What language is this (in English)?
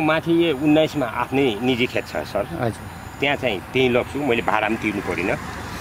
Nepali